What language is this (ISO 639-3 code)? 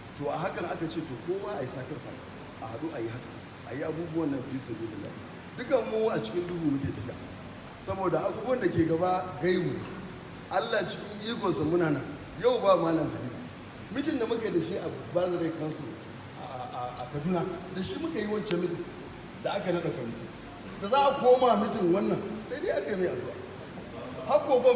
hau